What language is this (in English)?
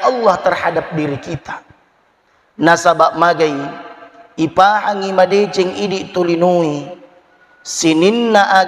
Buginese